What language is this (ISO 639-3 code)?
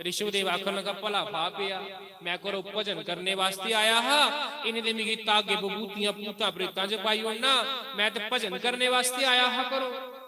doi